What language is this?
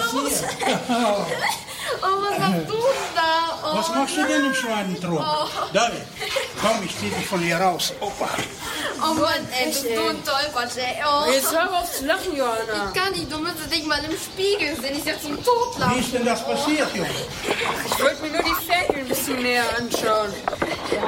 German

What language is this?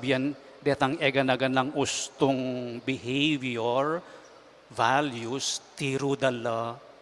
Pampanga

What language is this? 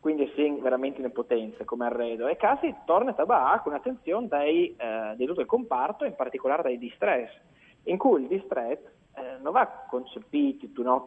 Friulian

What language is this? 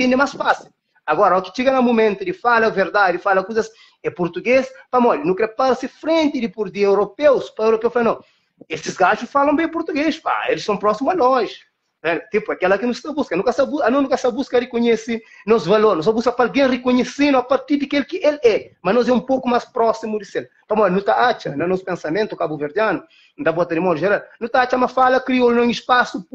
Kabuverdianu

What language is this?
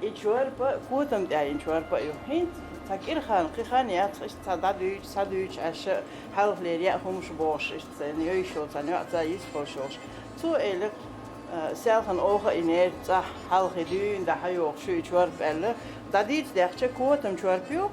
Chechen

